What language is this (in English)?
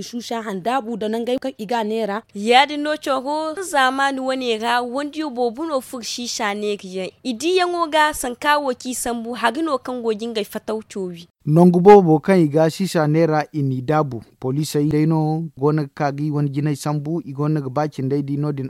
Zarma